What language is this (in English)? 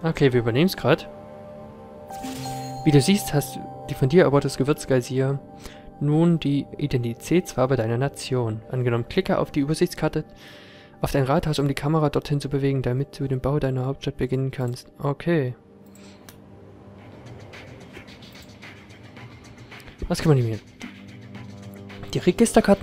German